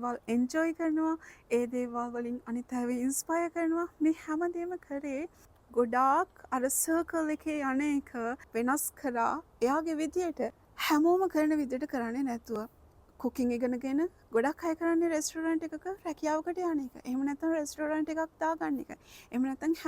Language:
Sinhala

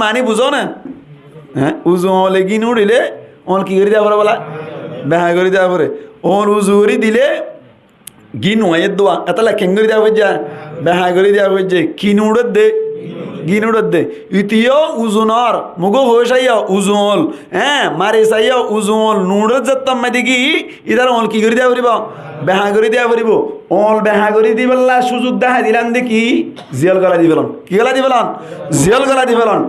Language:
Rohingya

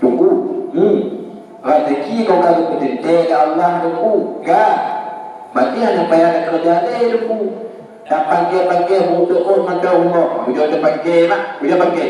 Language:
Achinese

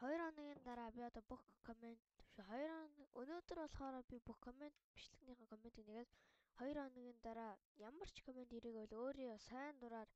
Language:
Mongolian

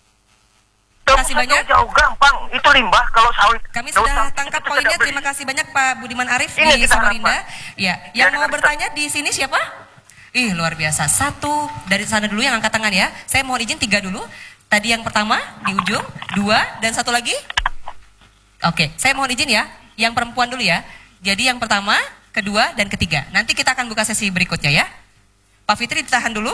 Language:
Indonesian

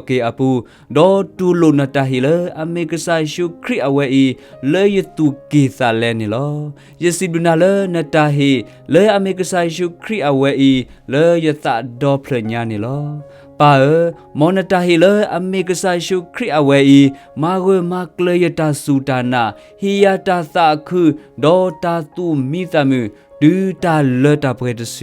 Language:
S'gaw Karen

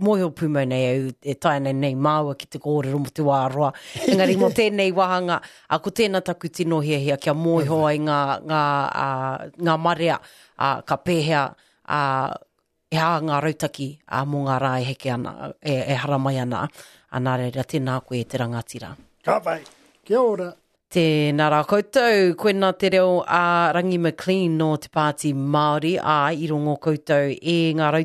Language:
Māori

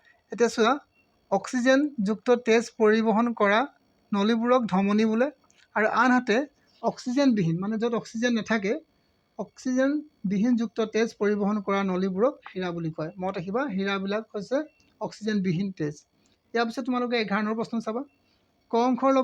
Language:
Assamese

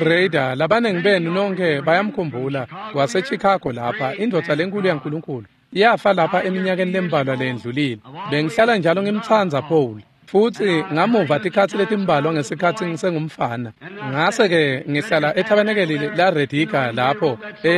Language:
Swati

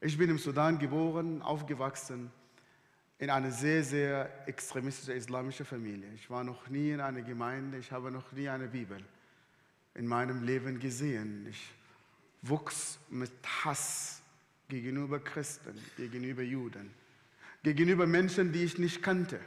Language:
Swiss German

